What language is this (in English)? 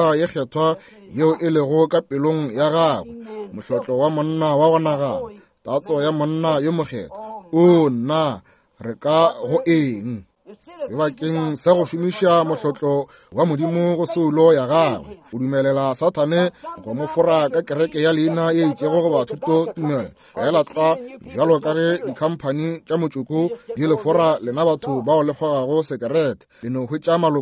Northern Sotho